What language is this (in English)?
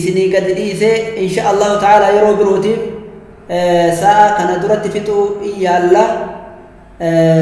Oromo